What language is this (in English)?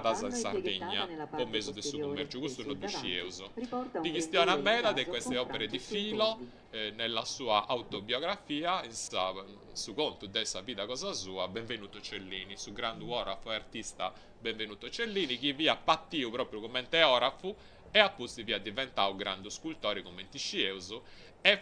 Sardinian